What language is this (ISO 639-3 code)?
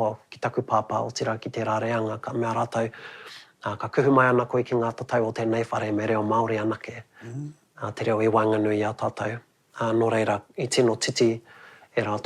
mri